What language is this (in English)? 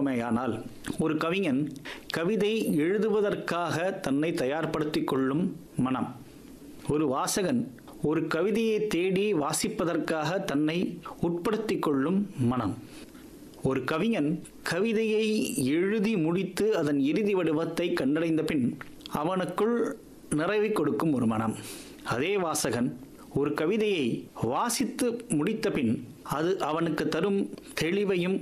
Tamil